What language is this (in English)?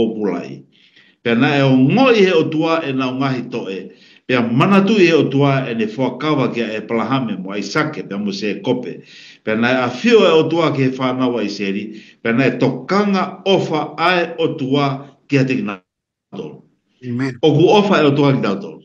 Tongan